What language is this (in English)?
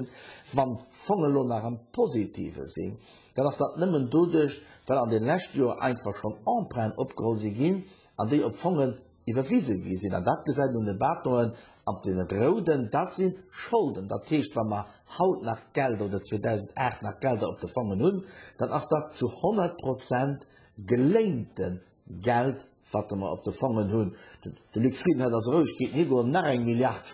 Luxembourgish